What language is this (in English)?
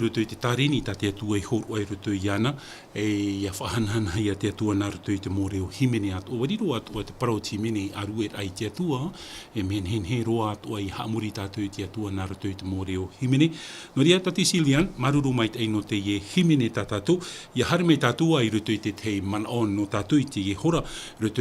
Tahitian